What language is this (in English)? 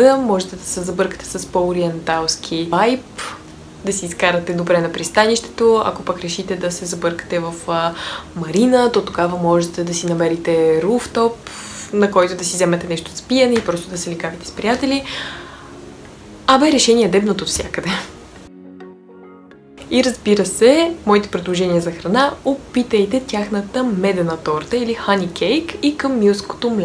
Bulgarian